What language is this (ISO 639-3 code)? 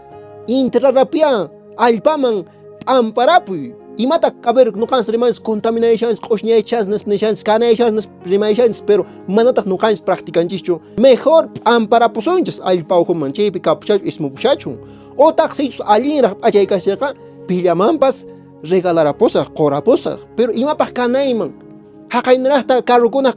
que